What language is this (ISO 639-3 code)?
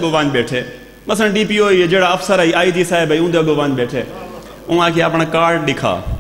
skr